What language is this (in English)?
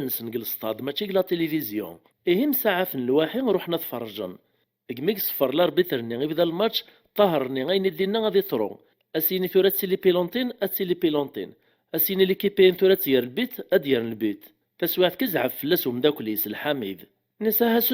Kabyle